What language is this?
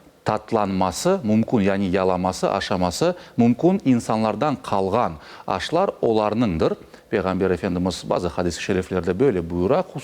Crimean Tatar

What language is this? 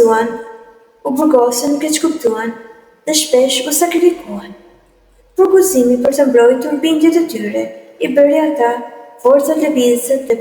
Albanian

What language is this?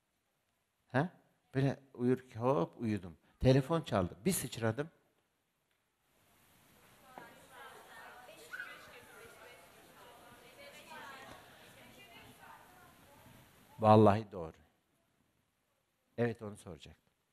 Turkish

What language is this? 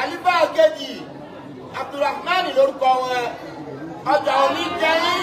Yoruba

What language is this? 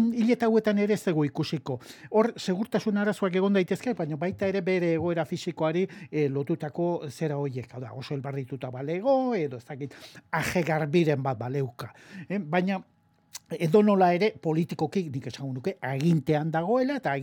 Basque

